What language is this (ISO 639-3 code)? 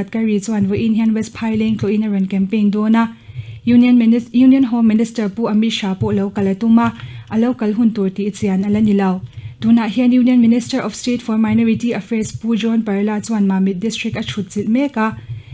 lus